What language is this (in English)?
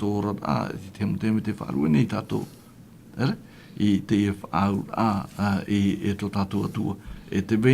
Tahitian